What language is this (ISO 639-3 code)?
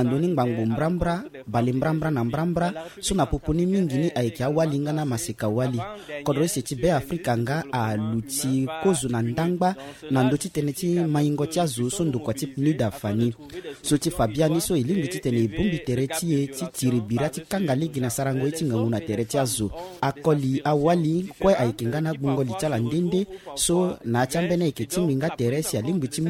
sag